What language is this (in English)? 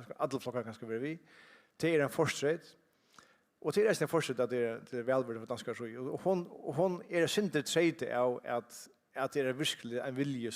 Faroese